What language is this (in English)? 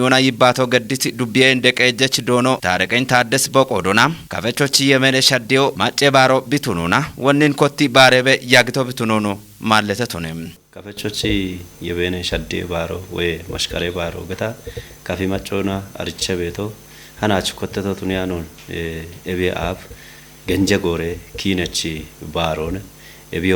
Kafa